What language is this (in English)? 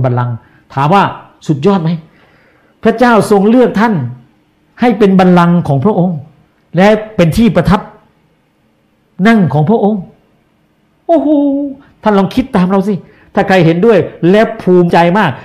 Thai